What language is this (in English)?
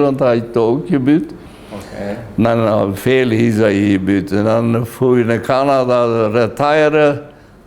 Plautdietsch